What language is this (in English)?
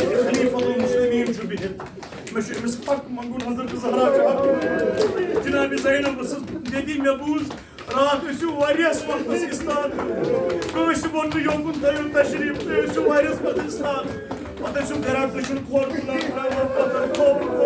Kashmiri